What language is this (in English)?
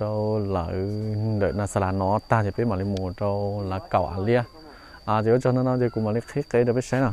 Hmong